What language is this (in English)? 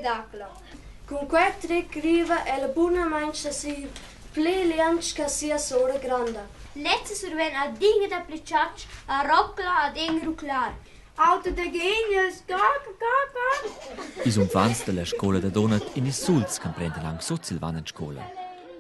Romansh